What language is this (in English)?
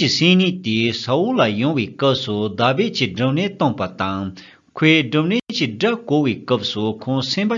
Tibetan